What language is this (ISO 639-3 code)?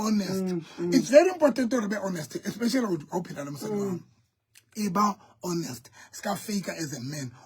sot